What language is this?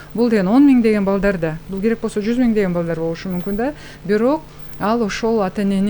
Kyrgyz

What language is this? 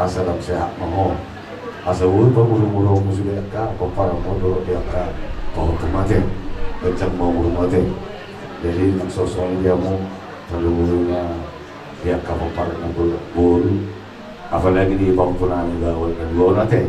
Batak Toba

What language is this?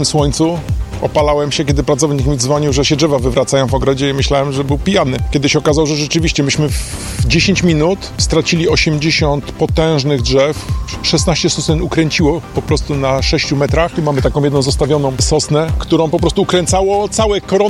Polish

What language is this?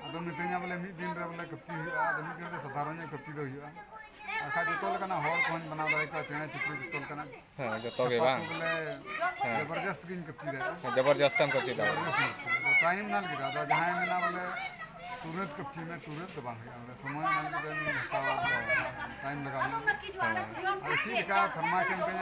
Santali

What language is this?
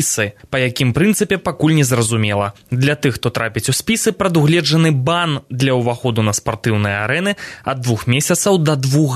Belarusian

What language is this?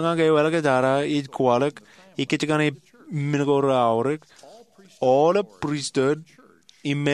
Marshallese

